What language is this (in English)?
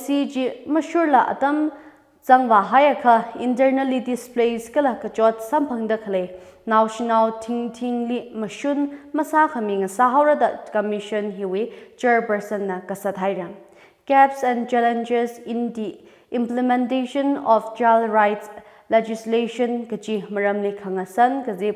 Tangkhul Naga (India)